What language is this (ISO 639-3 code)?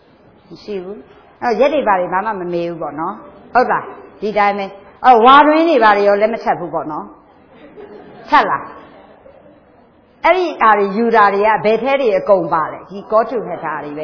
mya